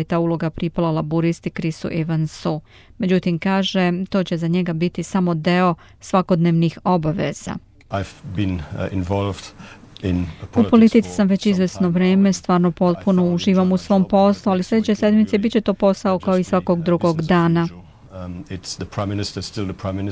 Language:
Croatian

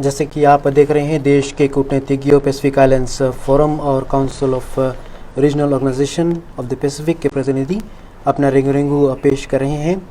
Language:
Fijian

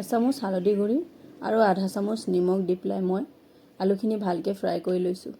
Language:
Assamese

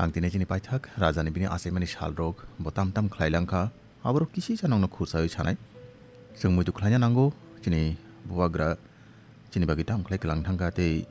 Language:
Kok Borok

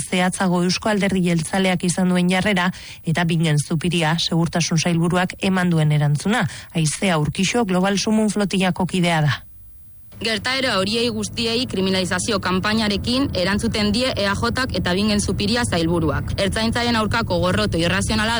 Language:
Basque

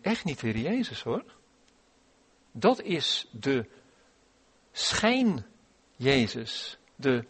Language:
Dutch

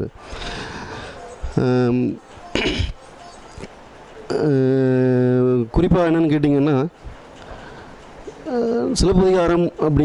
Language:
Tamil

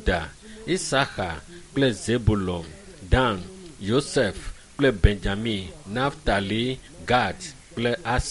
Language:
Ewe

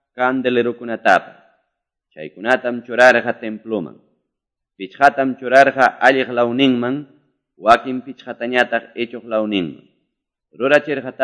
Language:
Quechua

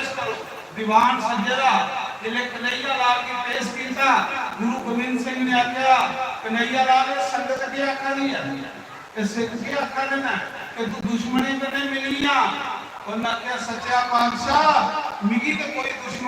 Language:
Dogri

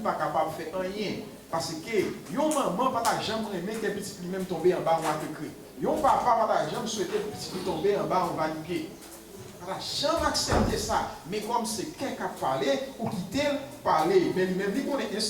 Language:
Haitian Creole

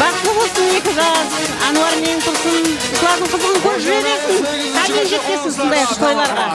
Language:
Kara-Kalpak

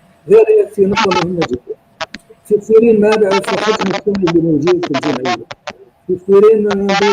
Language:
North Levantine Arabic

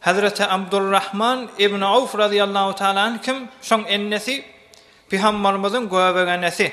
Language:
Turkmen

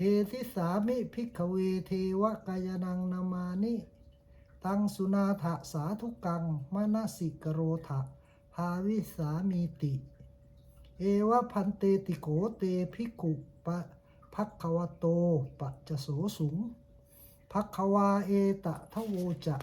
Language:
Pali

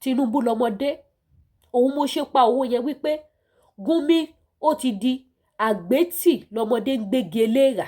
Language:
Yoruba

